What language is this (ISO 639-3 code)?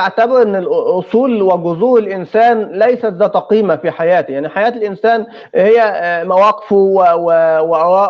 apc